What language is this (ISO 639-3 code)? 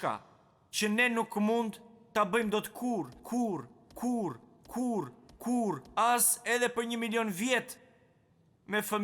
sqi